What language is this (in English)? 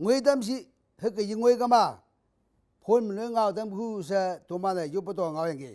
Konyak Naga